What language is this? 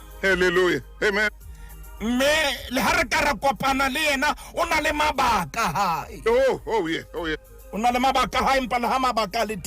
Southern Sotho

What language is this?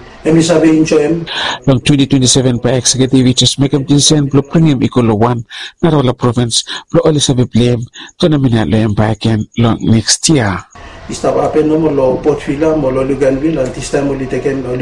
Bislama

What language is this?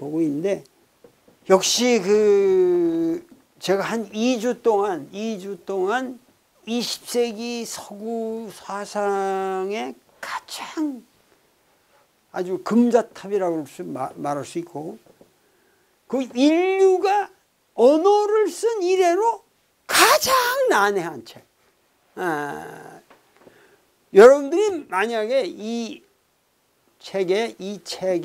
Korean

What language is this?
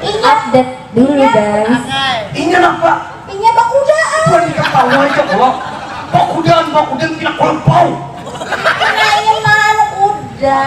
Banjar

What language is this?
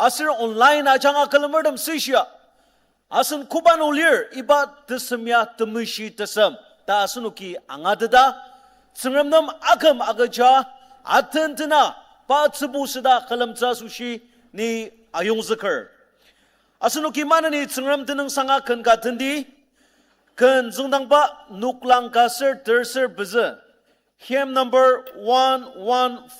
Ao Naga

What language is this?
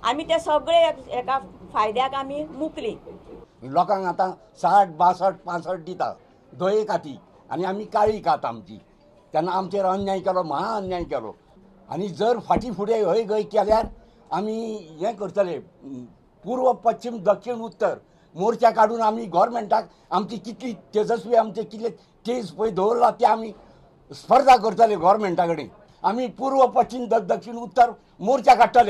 Konkani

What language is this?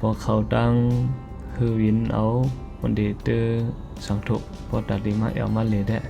Shan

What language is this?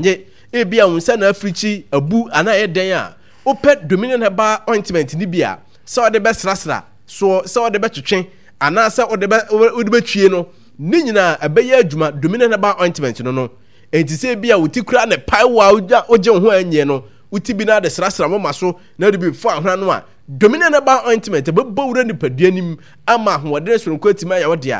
Akan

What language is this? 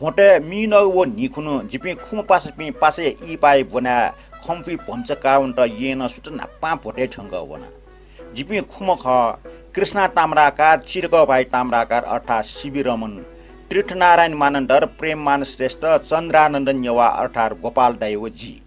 Newari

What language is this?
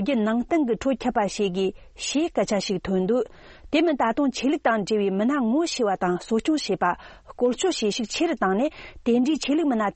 Tibetan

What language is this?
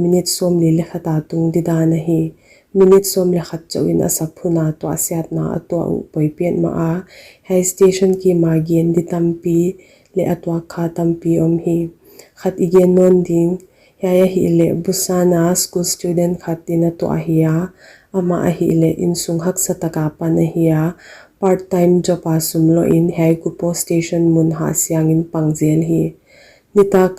Paite Chin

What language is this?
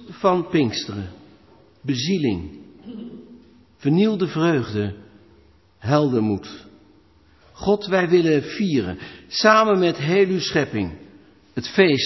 Dutch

